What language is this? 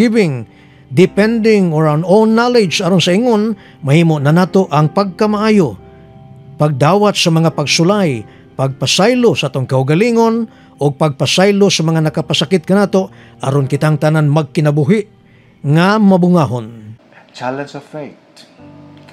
Cebuano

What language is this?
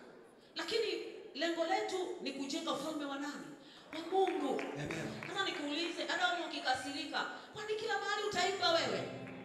Swahili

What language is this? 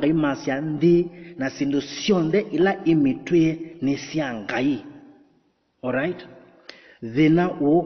Kamba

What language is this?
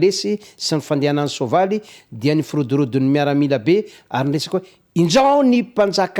Malagasy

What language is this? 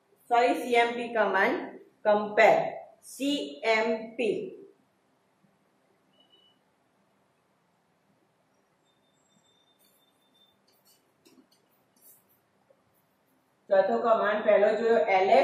Gujarati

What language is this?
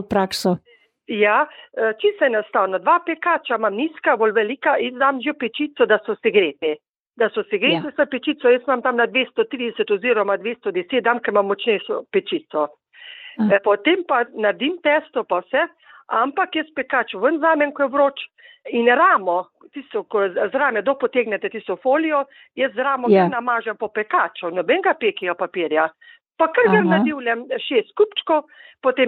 Slovenian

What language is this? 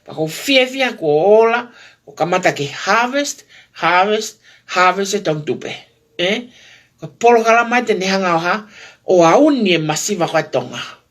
Tongan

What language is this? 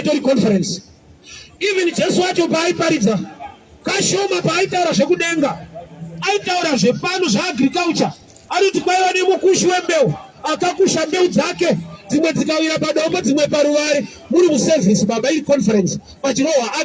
Shona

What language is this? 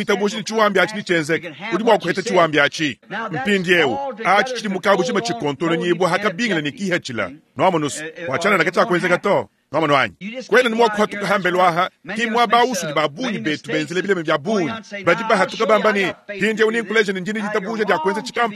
Luba-Lulua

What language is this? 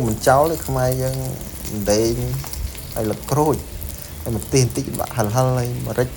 Khmer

